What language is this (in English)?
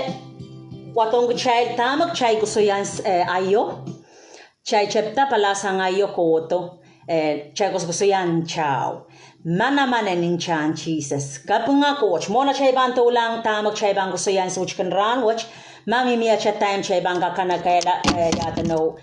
Pohnpeian